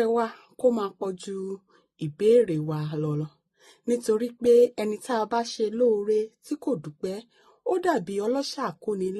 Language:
Yoruba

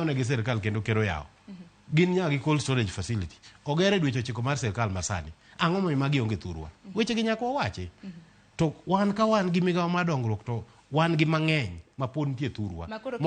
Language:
Luo (Kenya and Tanzania)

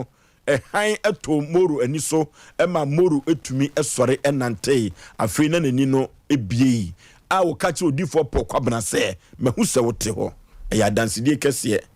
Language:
Akan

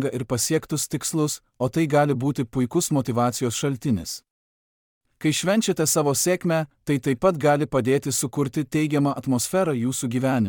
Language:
Lithuanian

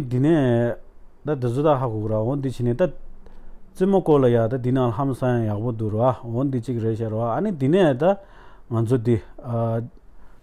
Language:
Tibetan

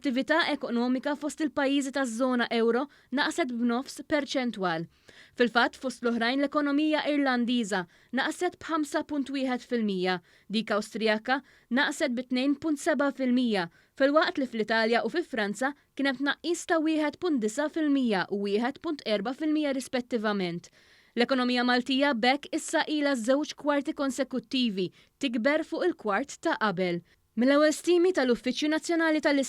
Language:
Maltese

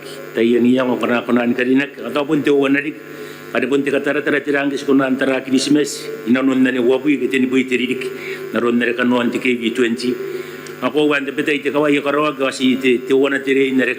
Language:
Gilbertese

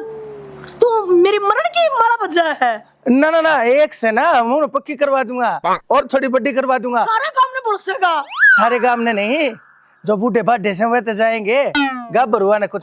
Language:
Haryanvi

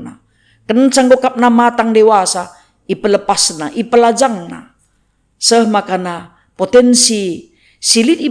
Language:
Batak Karo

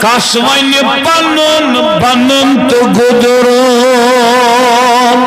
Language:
Kashmiri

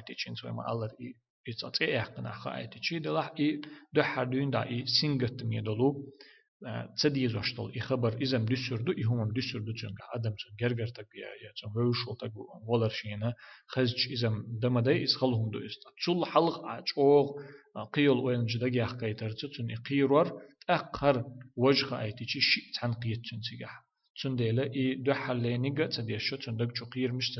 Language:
Chechen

